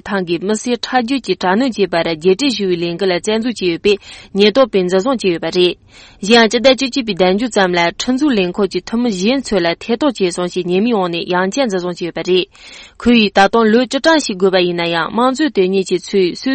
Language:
Tibetan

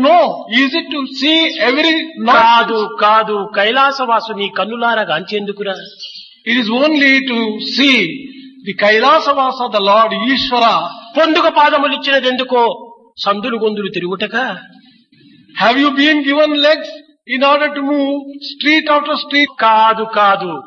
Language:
Telugu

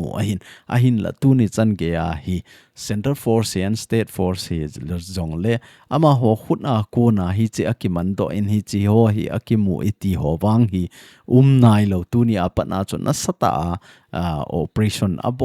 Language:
Thado Chin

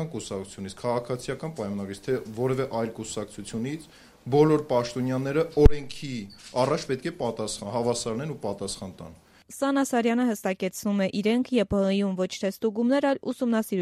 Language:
Armenian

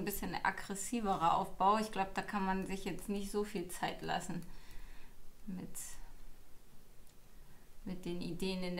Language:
German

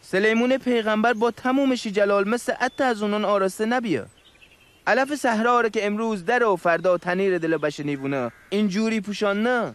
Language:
Mazanderani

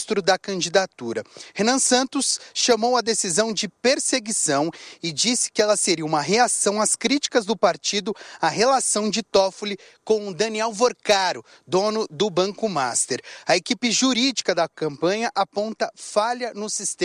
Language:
Portuguese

